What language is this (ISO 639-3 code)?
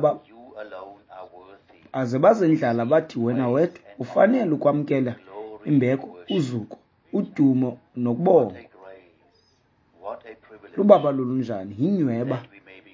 xho